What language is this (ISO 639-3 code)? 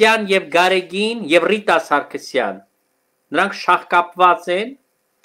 hye